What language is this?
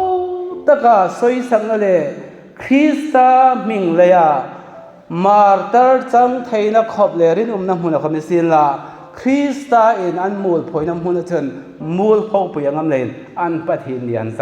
Hmar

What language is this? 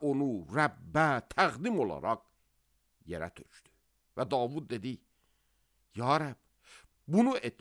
Azerbaijani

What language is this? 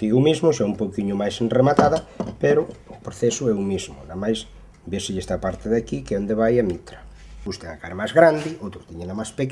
Galician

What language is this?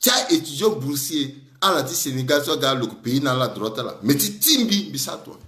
Sango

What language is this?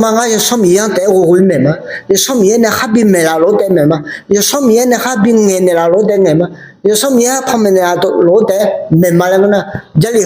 Akha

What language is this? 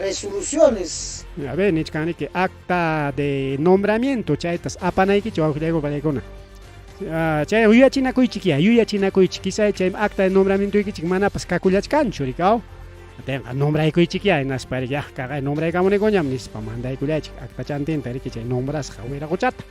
Ayacucho Quechua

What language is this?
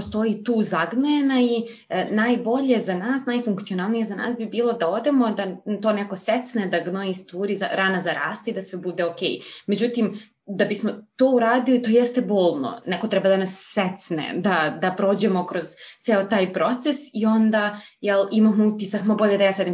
Serbian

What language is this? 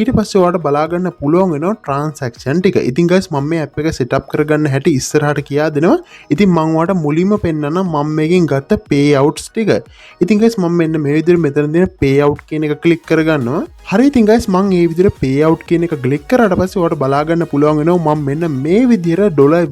Sinhala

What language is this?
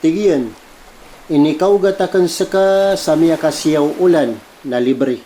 Maranao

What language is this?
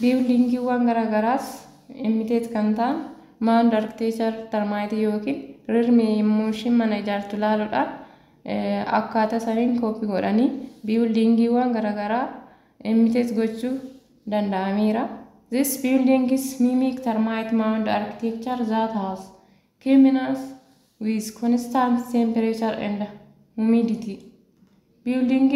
Oromo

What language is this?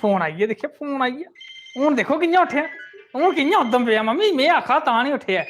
Dogri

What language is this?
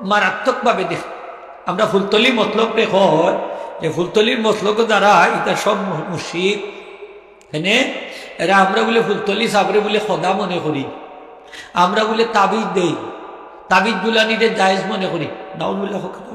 Sylheti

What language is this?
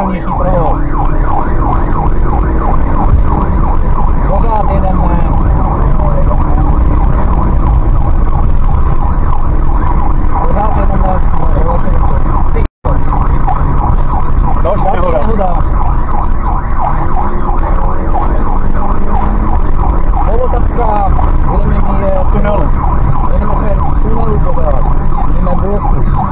Czech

